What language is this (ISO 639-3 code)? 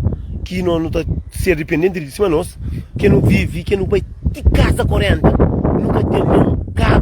kea